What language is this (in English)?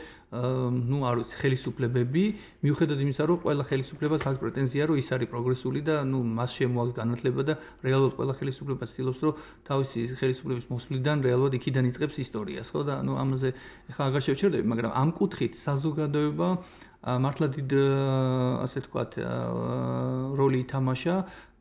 Georgian